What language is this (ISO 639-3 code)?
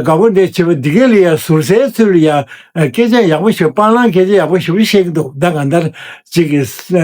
bod